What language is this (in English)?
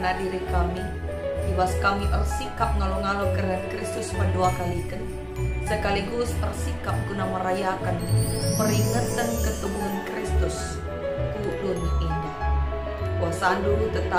Batak Karo